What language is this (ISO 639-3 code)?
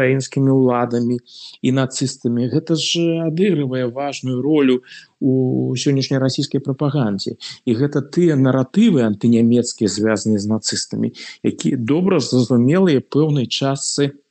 bel